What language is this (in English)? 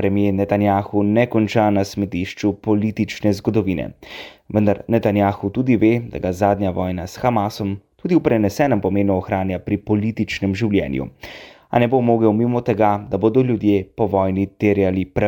Slovenian